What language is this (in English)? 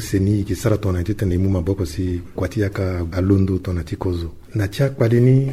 Sango